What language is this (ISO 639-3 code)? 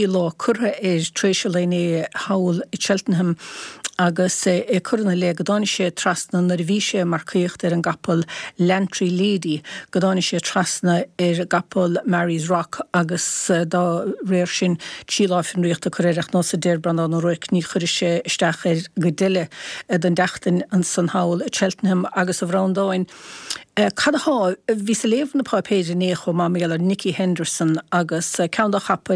gle